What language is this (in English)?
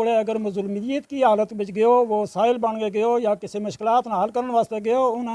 Gujari